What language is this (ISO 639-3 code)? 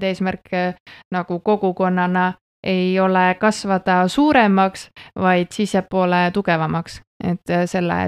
est